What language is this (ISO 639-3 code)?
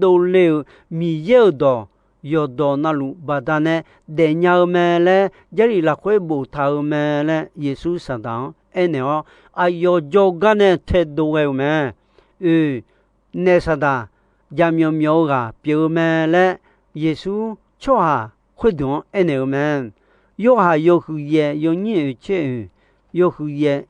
ahk